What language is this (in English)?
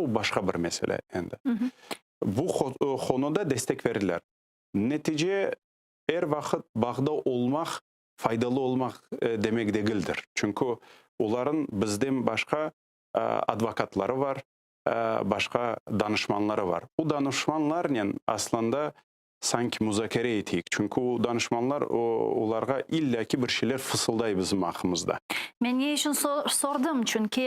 Crimean Tatar